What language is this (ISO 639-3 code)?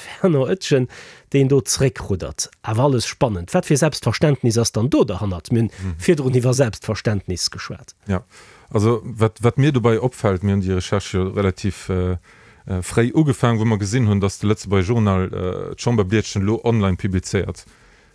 ltz